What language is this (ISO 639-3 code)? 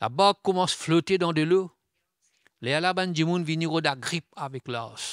mfe